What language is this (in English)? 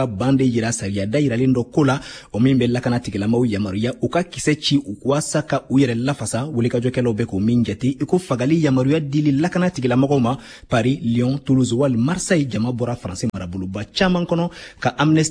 Bambara